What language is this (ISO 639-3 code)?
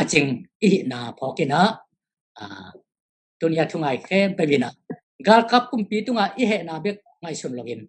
ctd